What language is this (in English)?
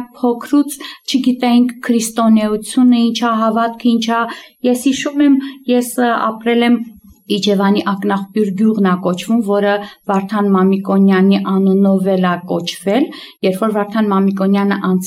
Armenian